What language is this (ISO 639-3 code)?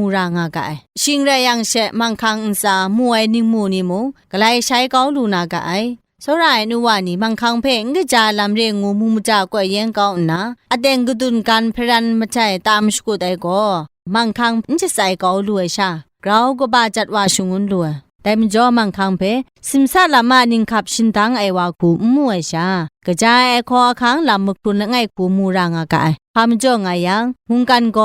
kac